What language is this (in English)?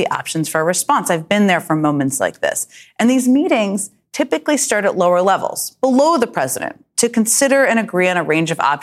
English